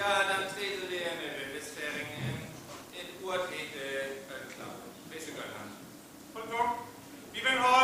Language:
Northern Frisian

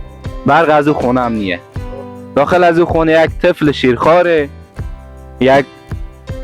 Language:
Persian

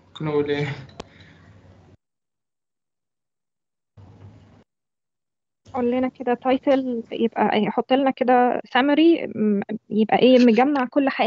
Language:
Egyptian Arabic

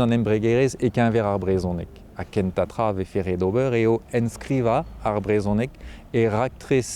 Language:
Breton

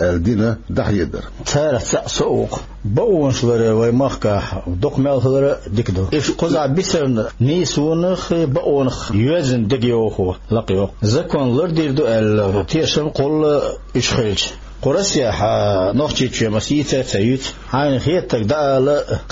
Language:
Chechen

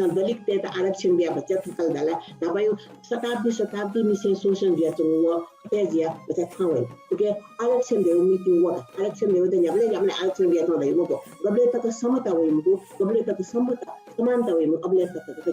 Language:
Newari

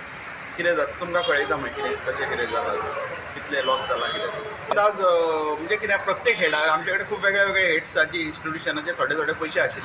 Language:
Konkani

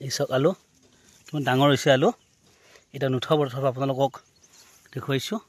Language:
Assamese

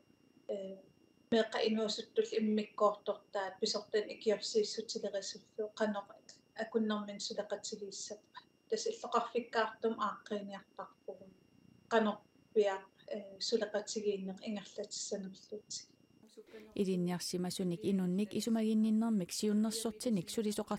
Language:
Kalaallisut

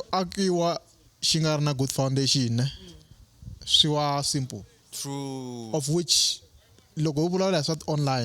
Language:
Tsonga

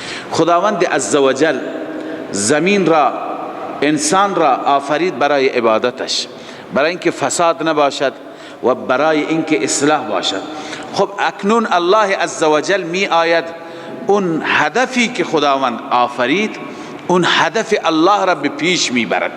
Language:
Persian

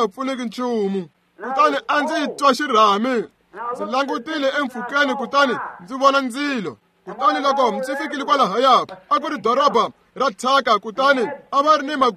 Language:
Tsonga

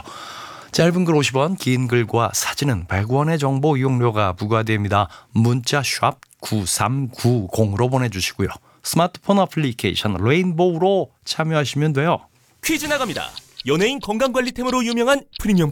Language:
Korean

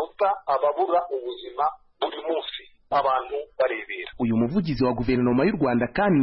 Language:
Kinyarwanda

